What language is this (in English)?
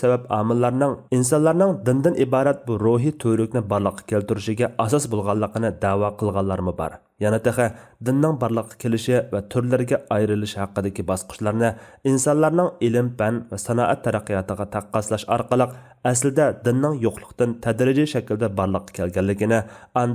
Uyghur